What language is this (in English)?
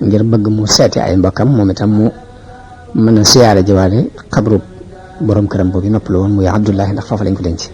Wolof